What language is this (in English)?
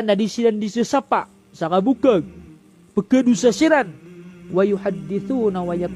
Maranao